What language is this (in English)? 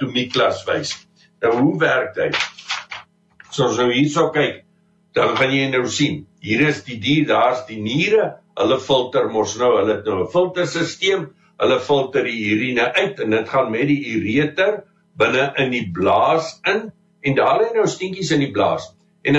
Afrikaans